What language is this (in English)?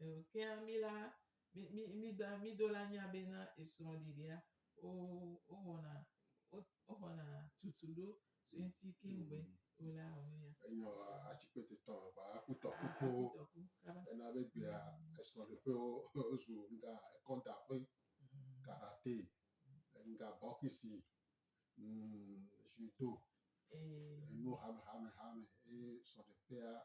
Gen